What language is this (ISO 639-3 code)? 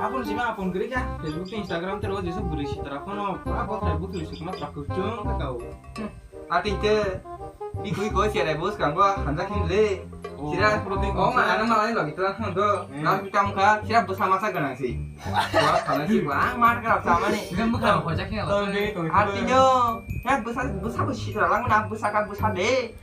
trp